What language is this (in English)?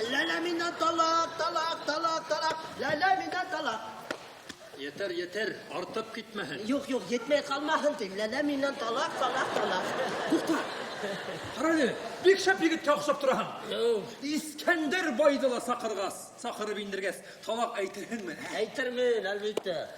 Bashkir